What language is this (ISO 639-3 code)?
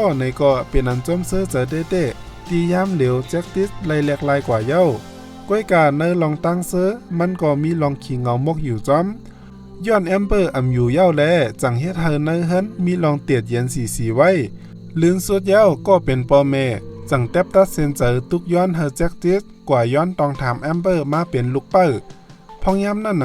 shn